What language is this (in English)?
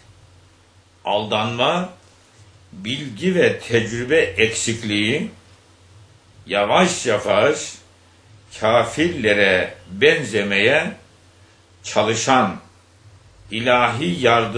Turkish